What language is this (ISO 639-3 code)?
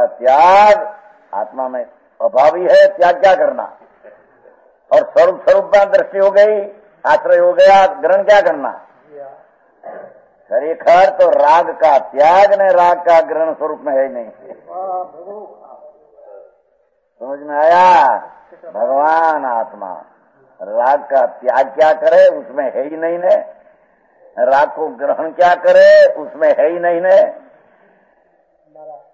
hin